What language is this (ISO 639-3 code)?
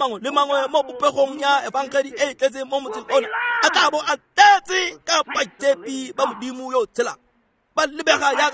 tsn